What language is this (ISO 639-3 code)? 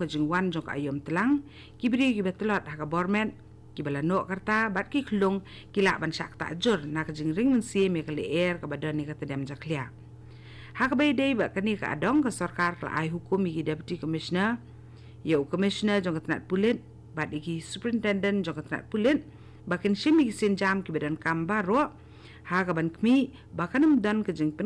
kha